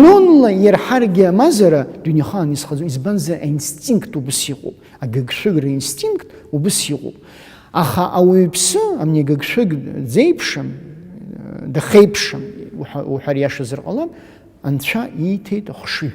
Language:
Abkhazian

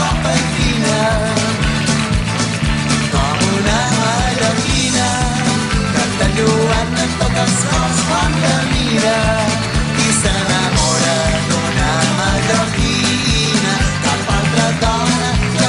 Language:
Catalan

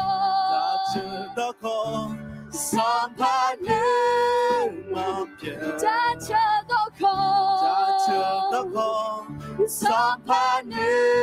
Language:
Akha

